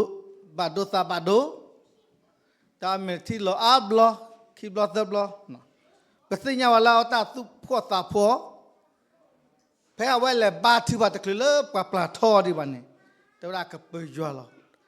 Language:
S'gaw Karen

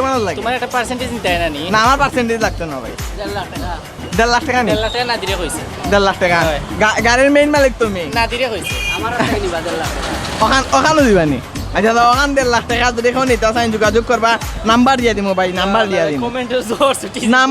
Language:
Sylheti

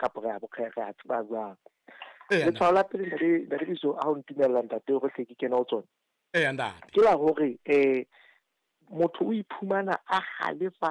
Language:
Southern Sotho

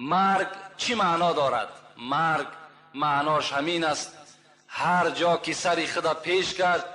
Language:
Tajik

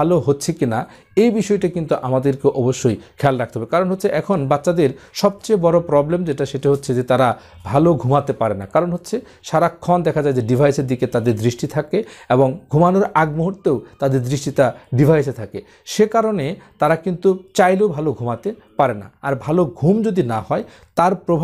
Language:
Bangla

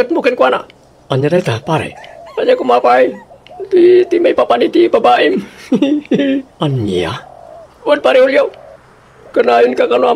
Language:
Iloko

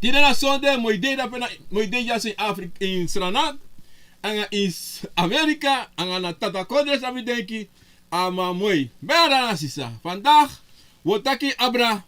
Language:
Sranan Tongo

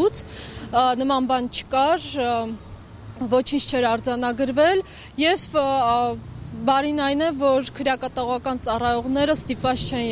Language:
Armenian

